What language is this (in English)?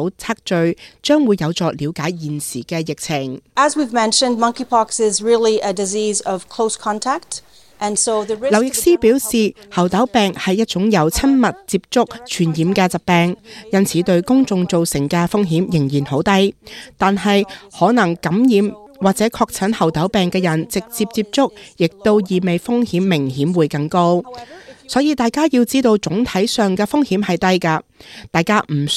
Cantonese